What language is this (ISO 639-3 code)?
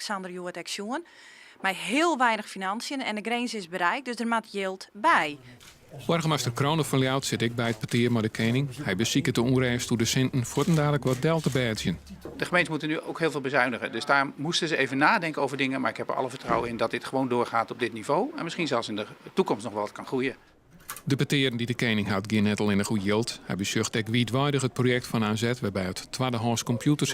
fry